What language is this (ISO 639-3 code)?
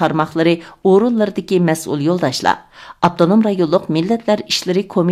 uig